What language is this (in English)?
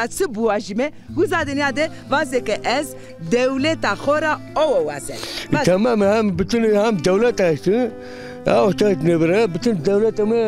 Zaza